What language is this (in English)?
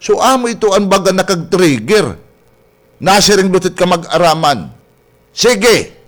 Waray